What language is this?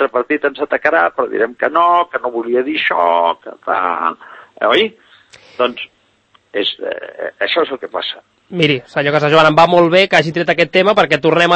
Catalan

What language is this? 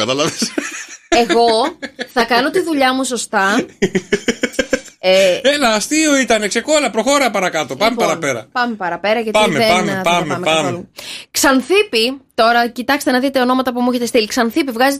Greek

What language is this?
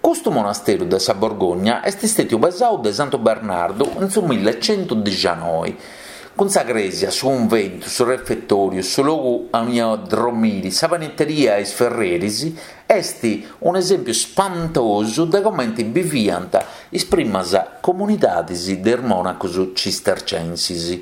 Sardinian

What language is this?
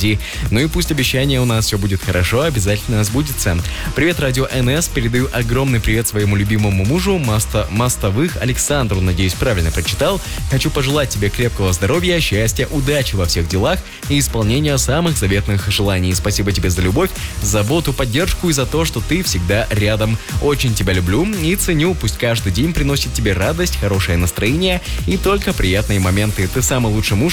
Russian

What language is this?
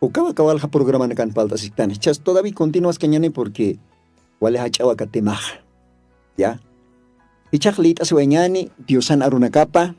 Aymara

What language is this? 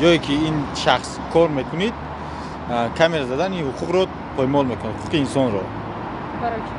Tajik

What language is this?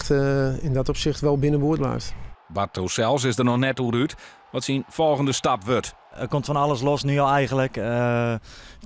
Western Frisian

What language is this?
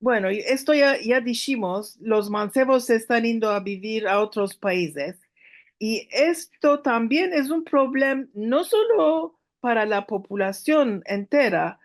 Ladino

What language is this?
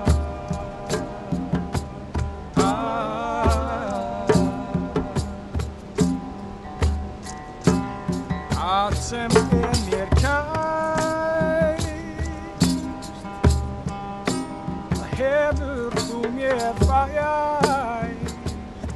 Icelandic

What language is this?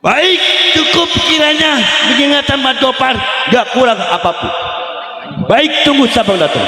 Betawi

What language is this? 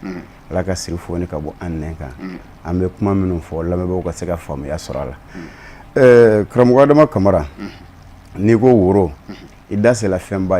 Bambara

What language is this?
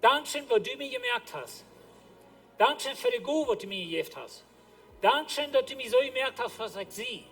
Plautdietsch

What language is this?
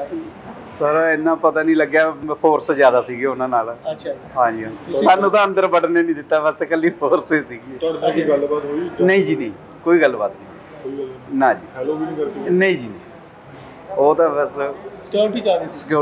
Punjabi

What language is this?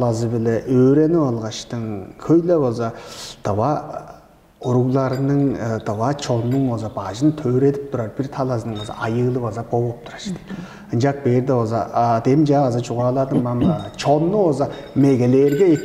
Tuvinian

